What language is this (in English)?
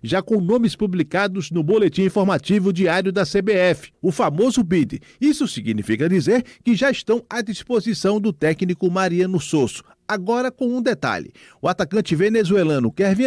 Portuguese